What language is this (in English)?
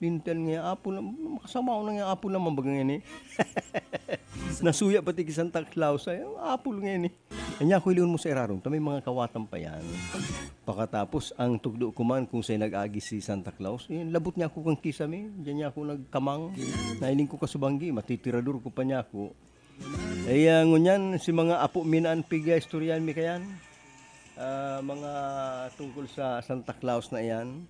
Bikol